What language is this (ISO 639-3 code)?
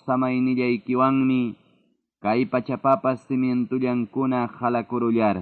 quy